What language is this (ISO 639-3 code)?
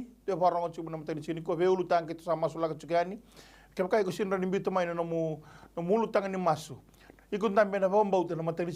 fij